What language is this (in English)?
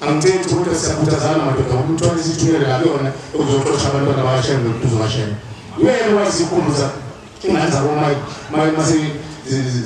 Zulu